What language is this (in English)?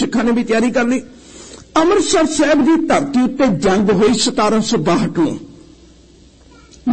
Punjabi